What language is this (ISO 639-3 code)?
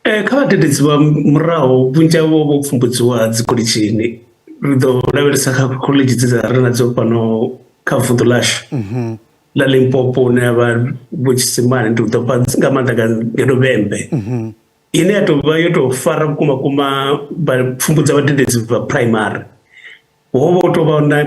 ven